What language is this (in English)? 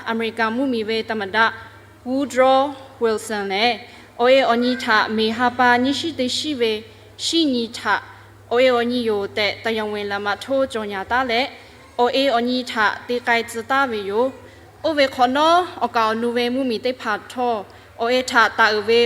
Lahu